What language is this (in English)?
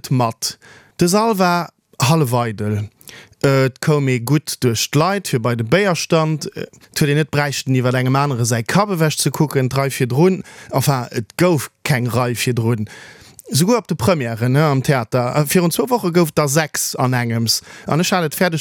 Luxembourgish